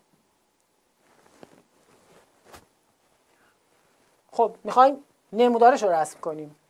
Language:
Persian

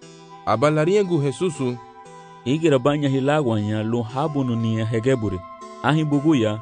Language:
Garifuna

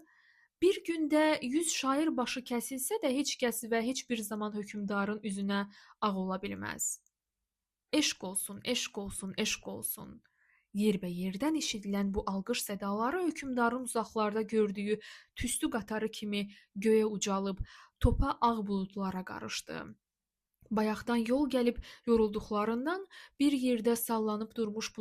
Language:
Azerbaijani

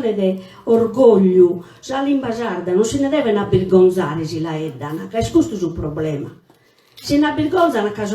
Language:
Sardinian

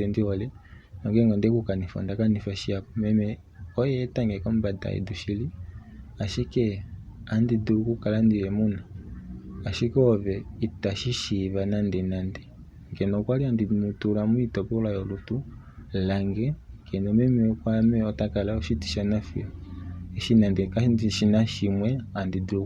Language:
Kuanyama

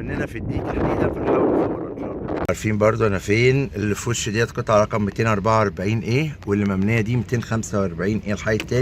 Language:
Egyptian Arabic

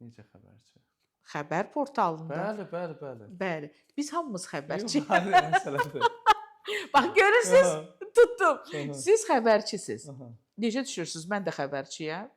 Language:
Azerbaijani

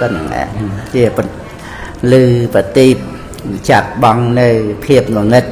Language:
Khmer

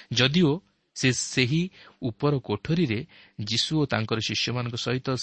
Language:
Odia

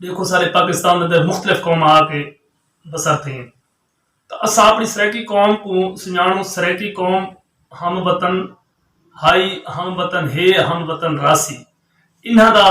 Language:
Saraiki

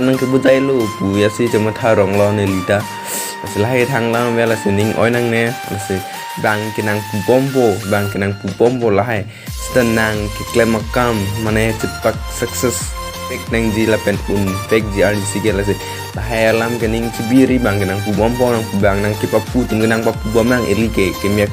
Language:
Karbi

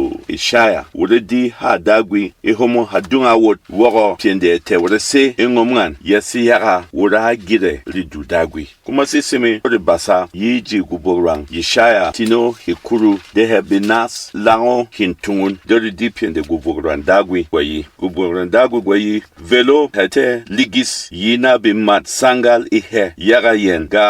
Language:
Berom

